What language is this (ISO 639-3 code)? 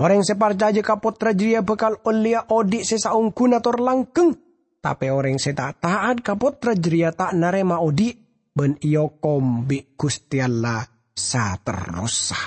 mad